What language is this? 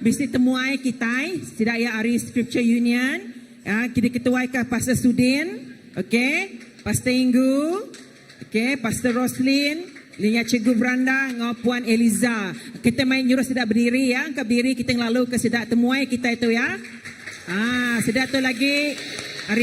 Iban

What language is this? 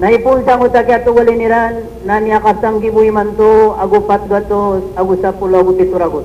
Maranao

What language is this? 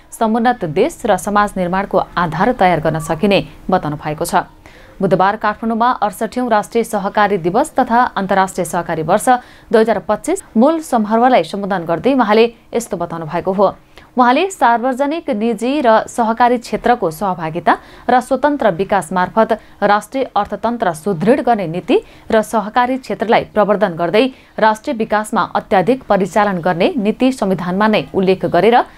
Nepali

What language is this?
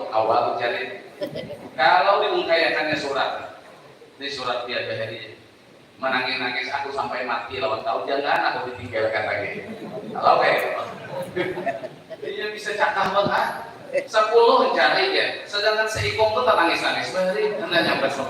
Banjar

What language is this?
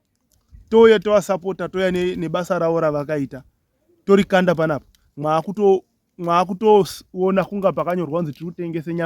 Shona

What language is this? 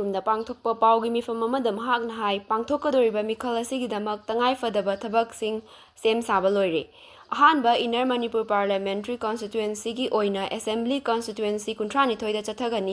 Manipuri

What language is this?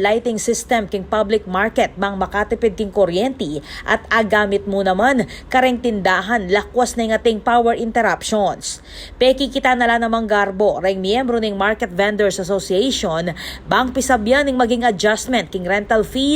Pampanga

